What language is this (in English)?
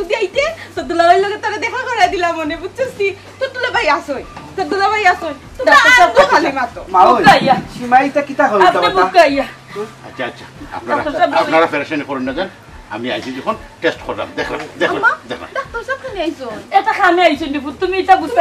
Sylheti